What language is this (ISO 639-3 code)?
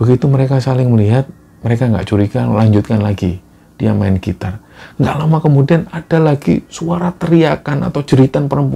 ind